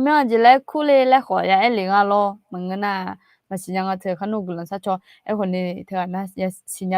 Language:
Akha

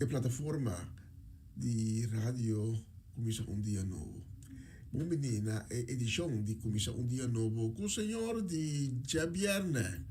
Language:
Papiamento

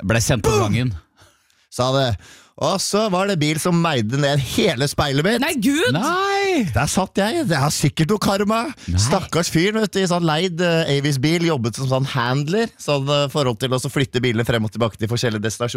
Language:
Norwegian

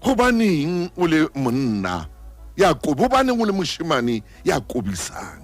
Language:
Southern Sotho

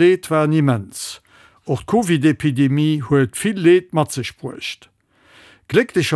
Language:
Luxembourgish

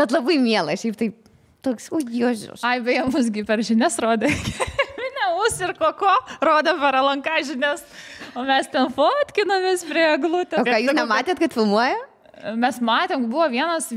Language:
Lithuanian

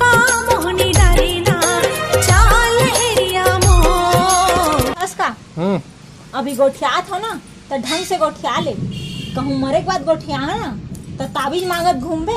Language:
Chhattisgarhi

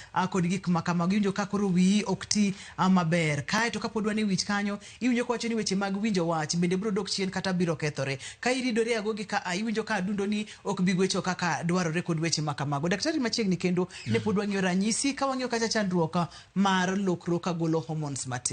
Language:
Luo (Kenya and Tanzania)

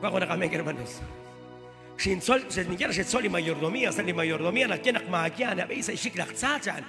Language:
Kekchí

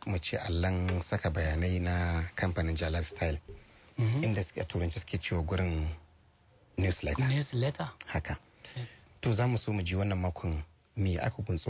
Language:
Hausa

